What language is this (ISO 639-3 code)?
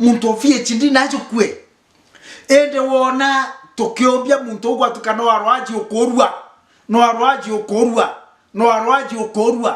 mer